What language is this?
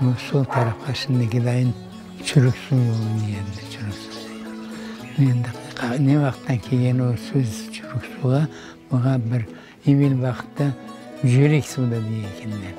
Crimean Tatar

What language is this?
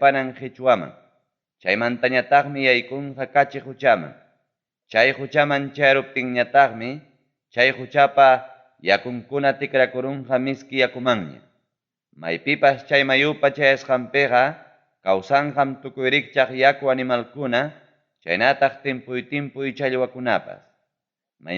Ayacucho Quechua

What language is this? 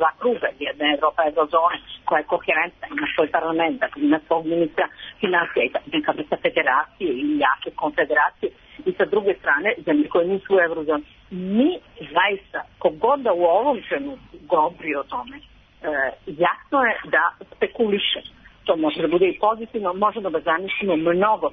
Serbian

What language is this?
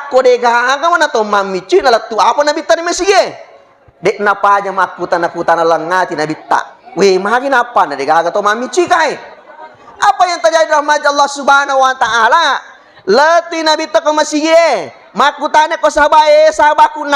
Buginese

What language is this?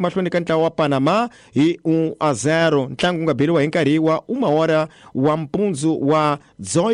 Tsonga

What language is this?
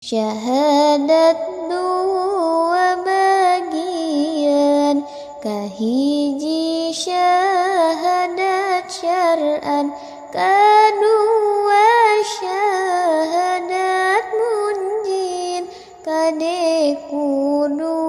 Sundanese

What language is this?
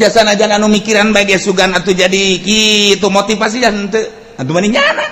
Sundanese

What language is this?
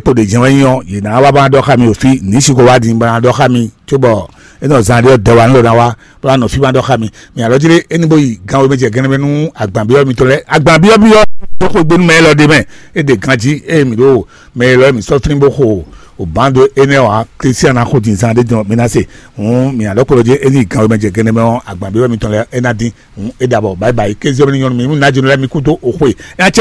Fon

